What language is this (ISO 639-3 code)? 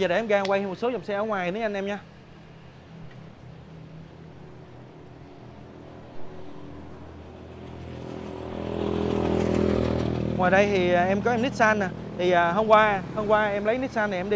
vie